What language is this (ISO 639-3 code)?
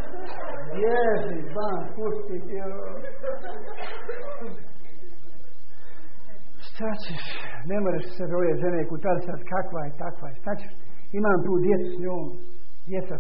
hrv